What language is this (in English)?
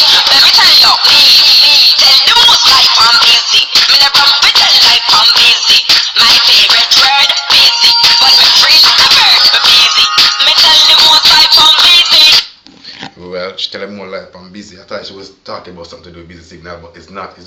Jamaican Creole English